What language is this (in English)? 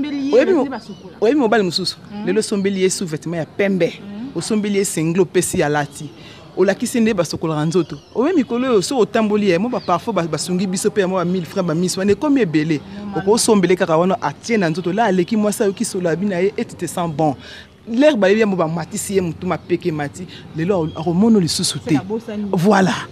Lingala